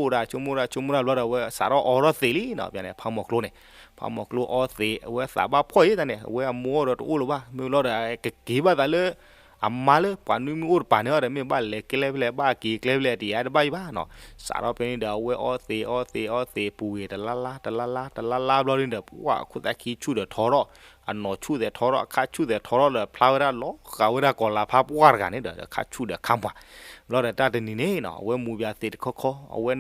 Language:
S'gaw Karen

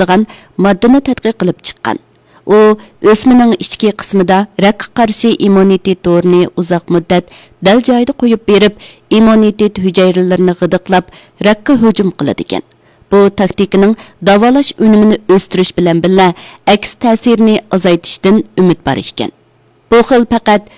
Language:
Uyghur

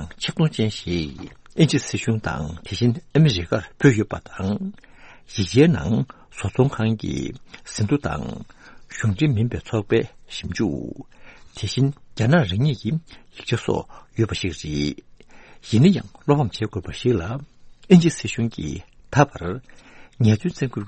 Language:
Tibetan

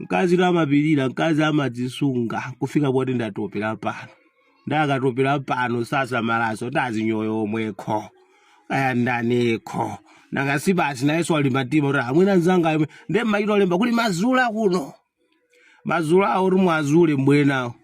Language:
Nyanja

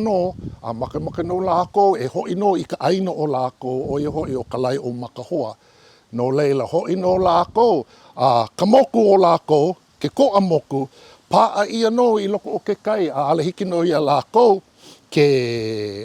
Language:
Hawaiian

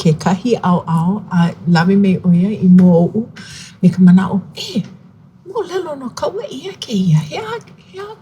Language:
Hawaiian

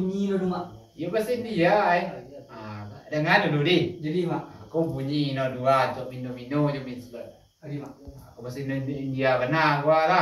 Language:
Minangkabau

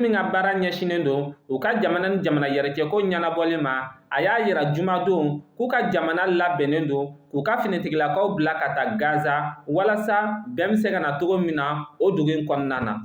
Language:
Bambara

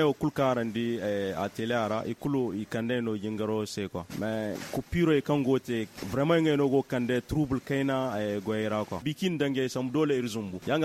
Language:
Zarma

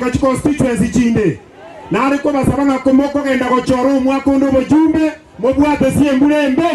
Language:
Gusii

